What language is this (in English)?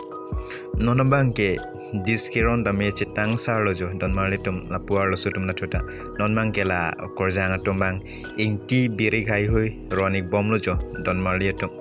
Karbi